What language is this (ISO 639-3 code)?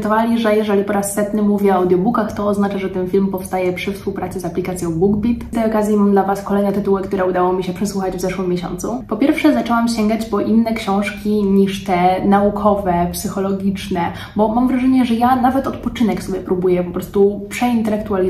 pol